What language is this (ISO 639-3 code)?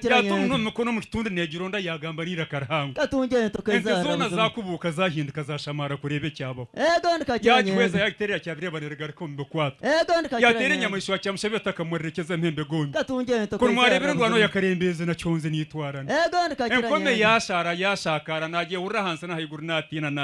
nyn